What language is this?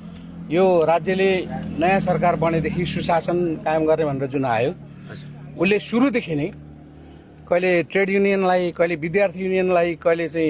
Nepali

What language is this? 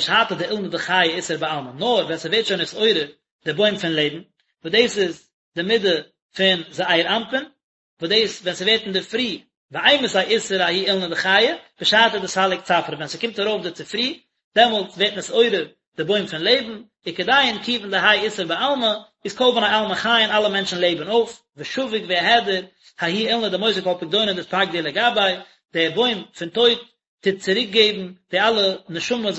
Yiddish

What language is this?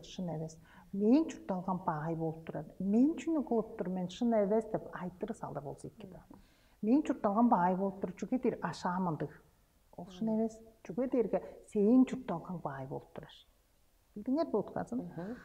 Tuvinian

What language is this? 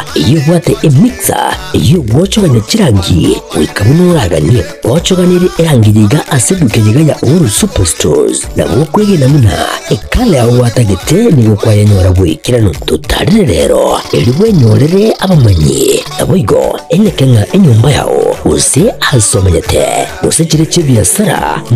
Gusii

